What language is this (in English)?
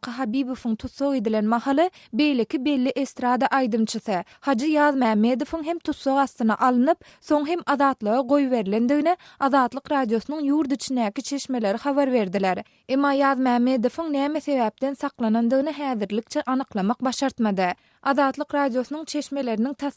Turkmen